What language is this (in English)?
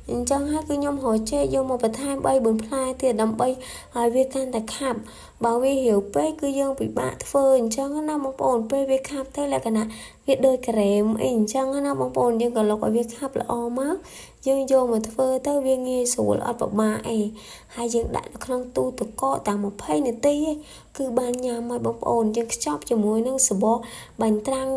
Khmer